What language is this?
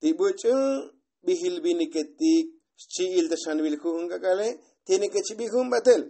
Tzotzil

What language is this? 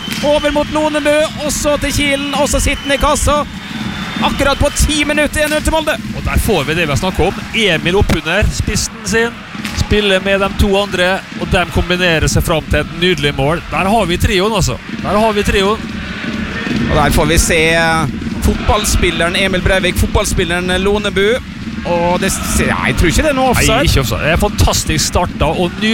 Norwegian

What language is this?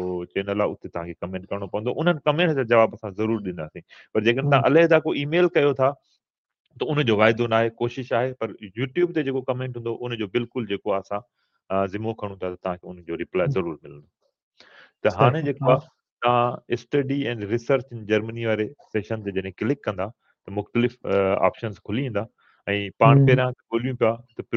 Sindhi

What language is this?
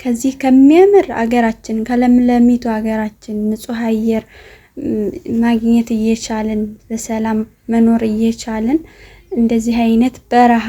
Amharic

